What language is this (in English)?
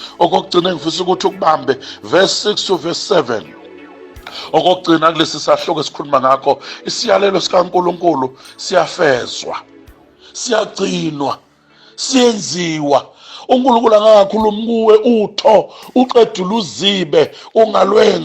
Zulu